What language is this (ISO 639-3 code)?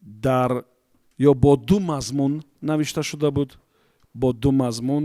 tgk